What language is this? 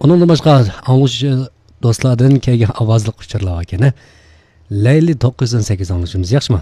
Uyghur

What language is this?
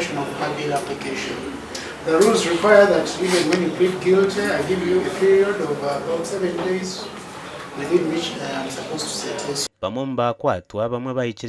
Nyankole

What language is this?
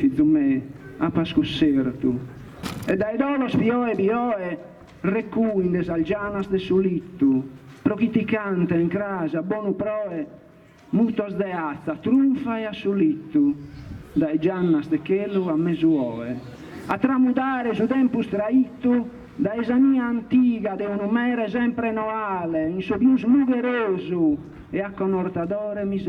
Sardinian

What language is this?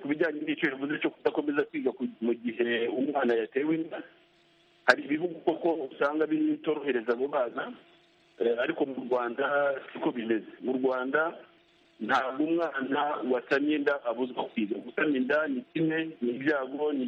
Kinyarwanda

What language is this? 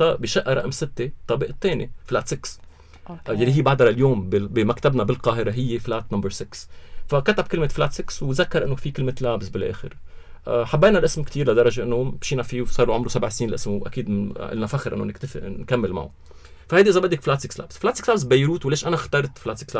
North Levantine Arabic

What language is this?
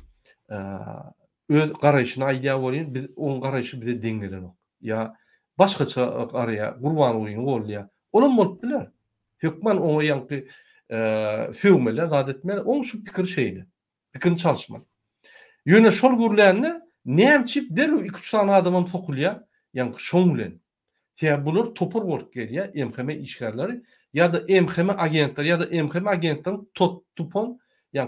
Turkmen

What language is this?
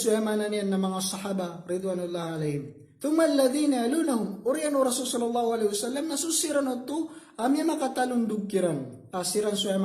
Maranao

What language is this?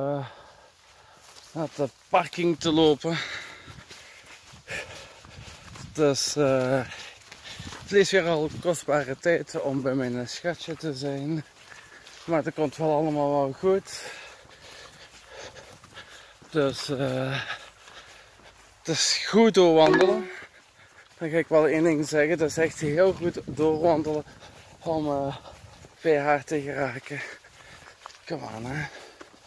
Dutch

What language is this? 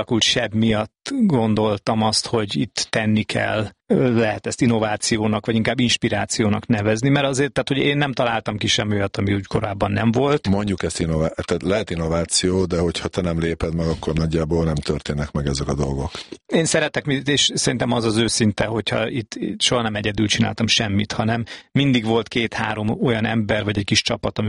Hungarian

